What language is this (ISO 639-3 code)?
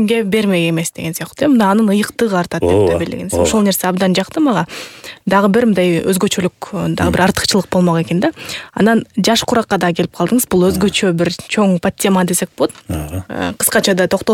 kir